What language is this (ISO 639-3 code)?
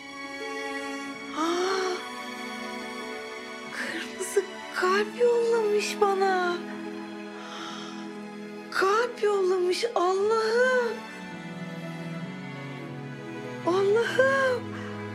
tur